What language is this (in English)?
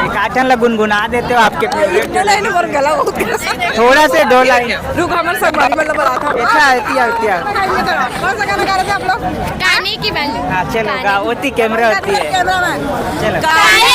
Chhattisgarhi